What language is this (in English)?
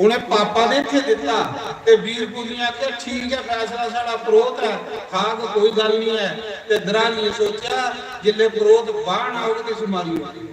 Dogri